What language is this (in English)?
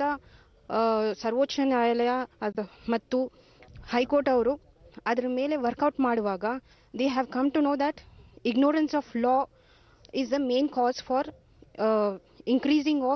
Kannada